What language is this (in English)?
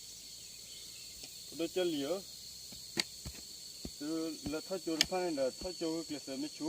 S'gaw Karen